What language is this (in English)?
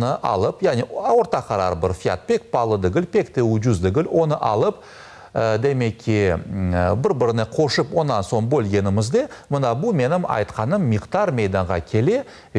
Crimean Tatar